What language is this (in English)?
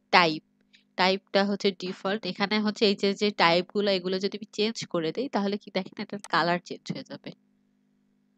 Bangla